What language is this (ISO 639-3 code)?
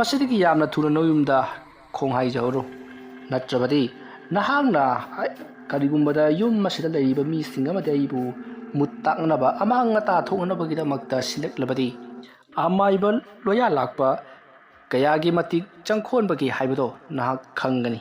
mni